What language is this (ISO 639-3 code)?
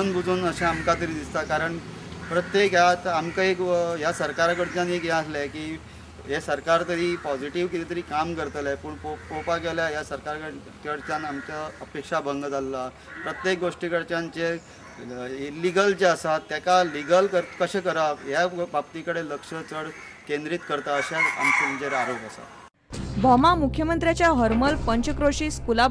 kok